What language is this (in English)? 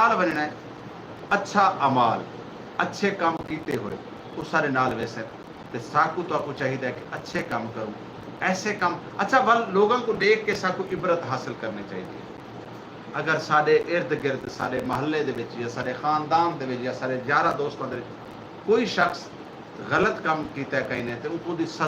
Saraiki